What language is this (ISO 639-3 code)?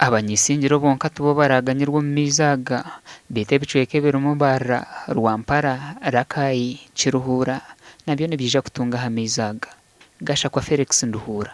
nyn